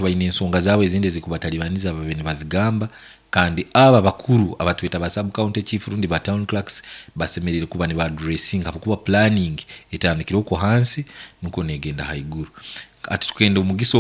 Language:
Nyankole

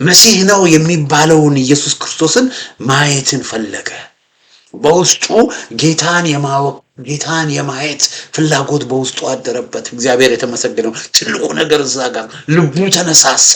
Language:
Amharic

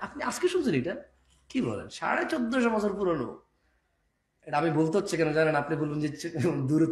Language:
Bangla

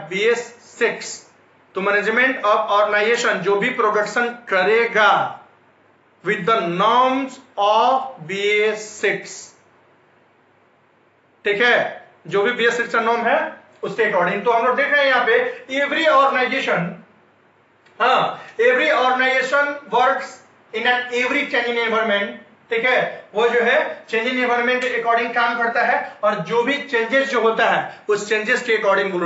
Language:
Hindi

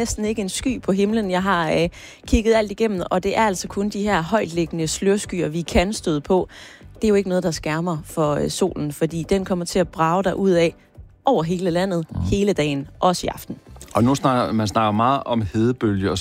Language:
Danish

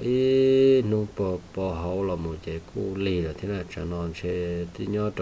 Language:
Hmong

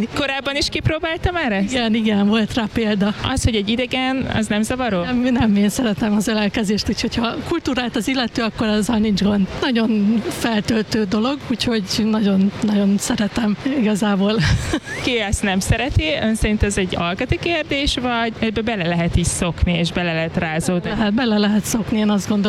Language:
Hungarian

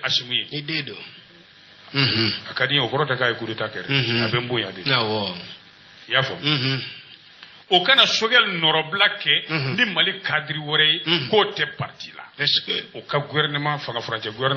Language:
Bambara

